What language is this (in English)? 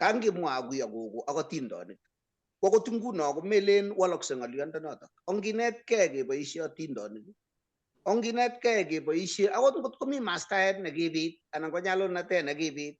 Kalenjin